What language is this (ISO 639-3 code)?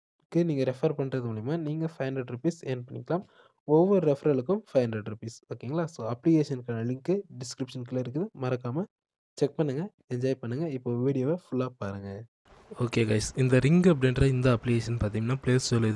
tam